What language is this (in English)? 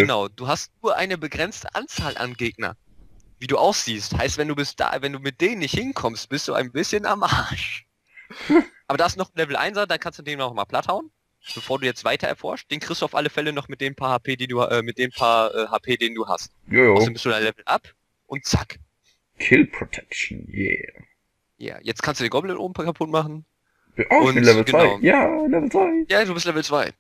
Swiss German